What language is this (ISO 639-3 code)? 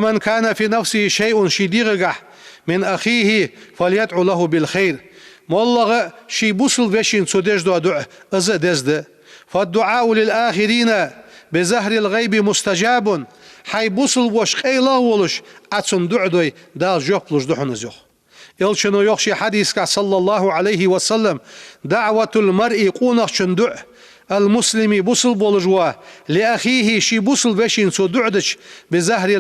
inh